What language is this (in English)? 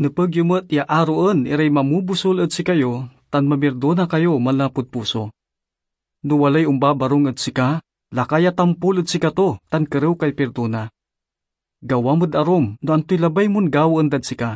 Pangasinan